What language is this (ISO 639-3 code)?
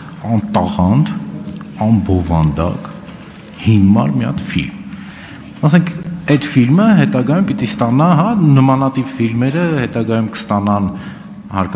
hye